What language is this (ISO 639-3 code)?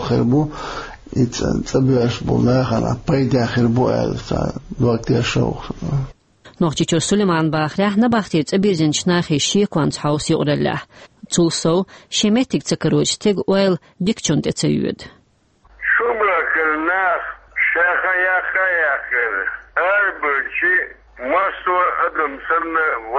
che